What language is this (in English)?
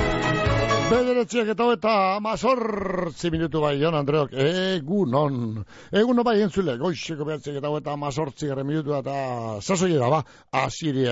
Basque